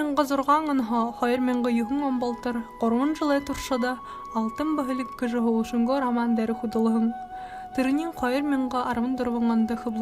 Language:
Buriat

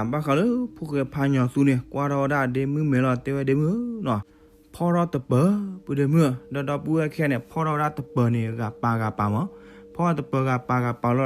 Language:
S'gaw Karen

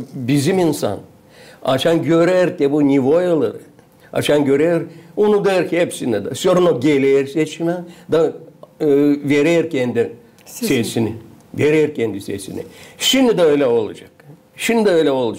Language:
Gagauz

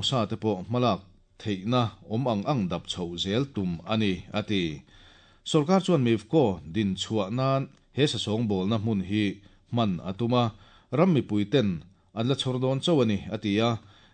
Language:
Mizo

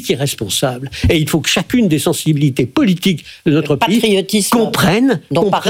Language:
French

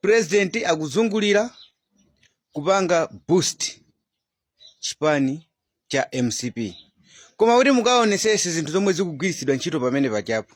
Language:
Nyanja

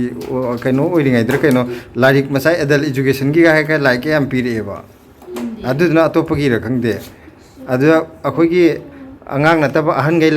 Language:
Manipuri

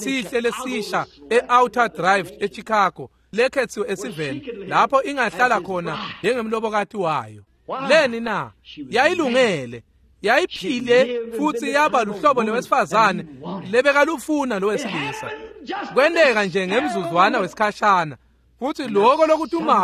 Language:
Swati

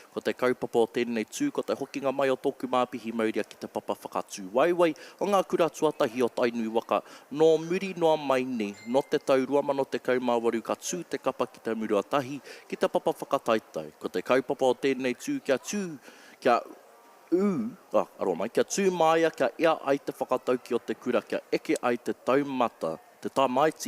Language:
Māori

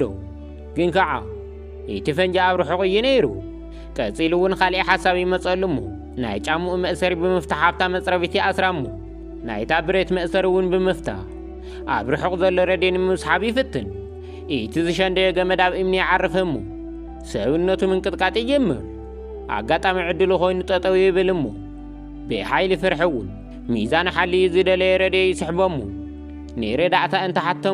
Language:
Tigrinya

